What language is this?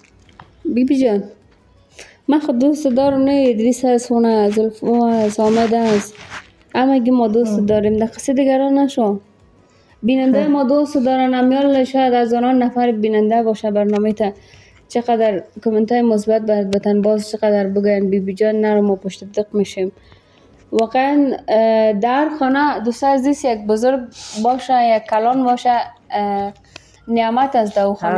Persian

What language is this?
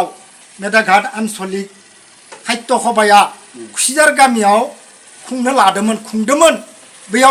Bodo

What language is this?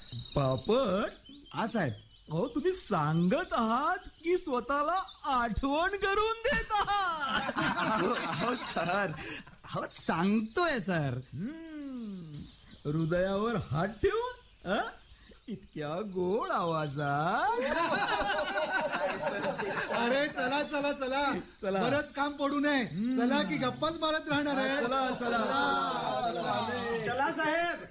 Marathi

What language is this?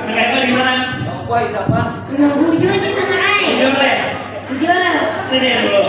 Banjar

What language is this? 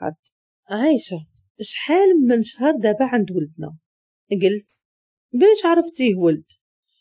Moroccan Arabic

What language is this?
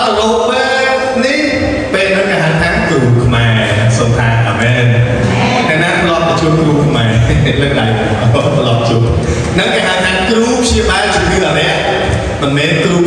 Khmer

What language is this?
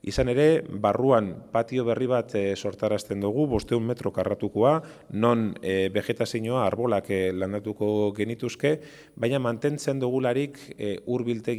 Basque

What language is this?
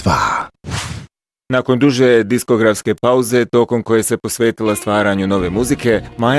Bosnian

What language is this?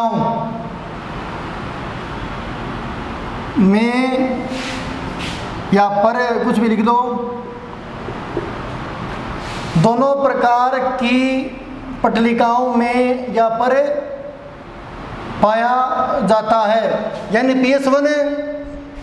Hindi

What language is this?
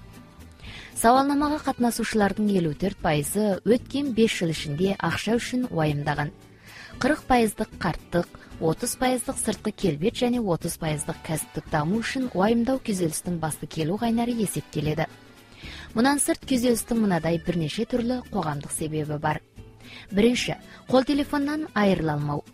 Kazakh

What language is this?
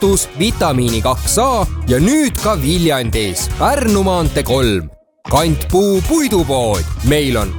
Estonian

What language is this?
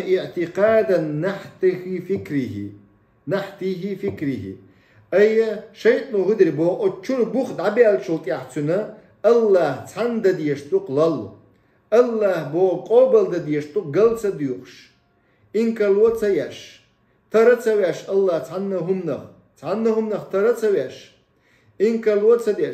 Chechen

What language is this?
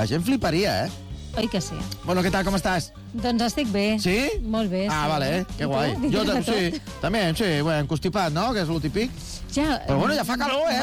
Catalan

